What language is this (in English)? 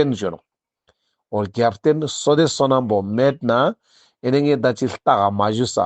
Ladakhi